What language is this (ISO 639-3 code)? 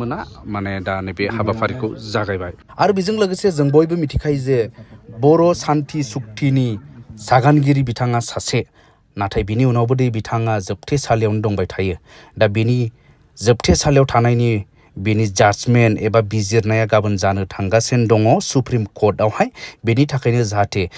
brx